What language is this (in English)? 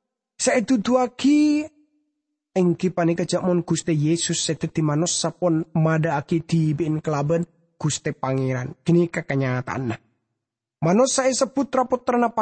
Madurese